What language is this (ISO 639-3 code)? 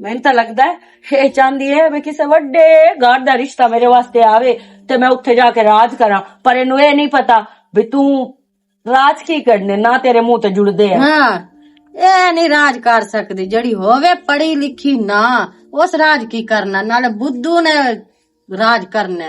lah